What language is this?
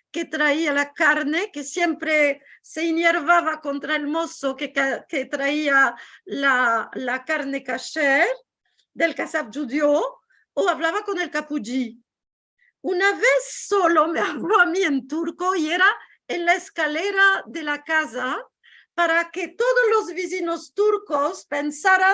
Ladino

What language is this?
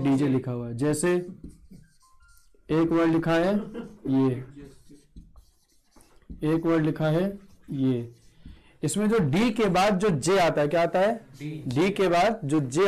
Hindi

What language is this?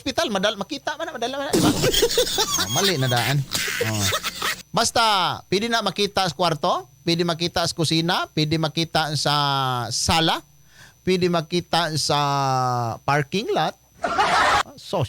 Cebuano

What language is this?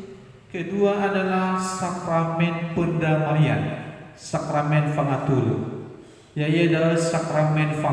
Nias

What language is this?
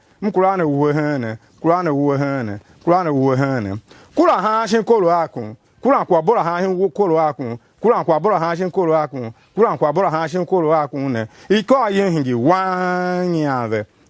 Tiv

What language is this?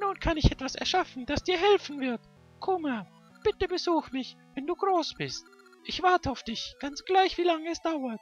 Swiss German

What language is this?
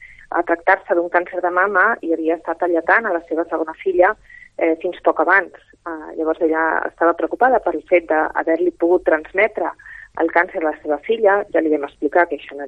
Catalan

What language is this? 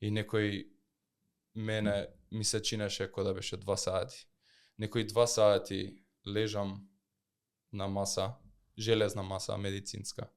Macedonian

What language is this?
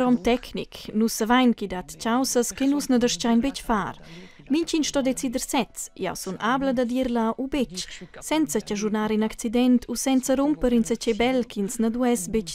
Romansh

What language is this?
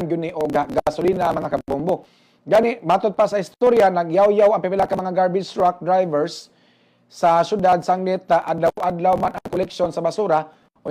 Cebuano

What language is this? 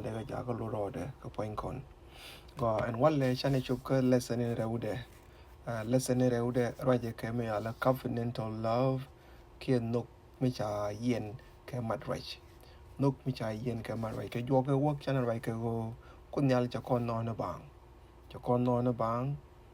Nuer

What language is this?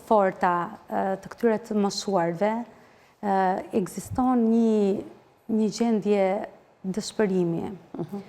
Albanian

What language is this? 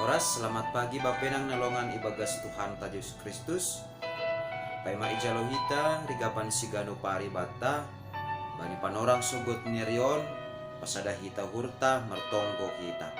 Batak Simalungun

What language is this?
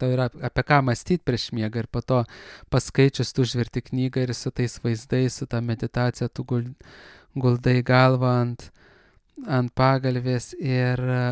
Lithuanian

